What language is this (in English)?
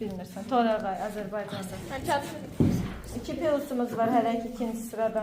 Azerbaijani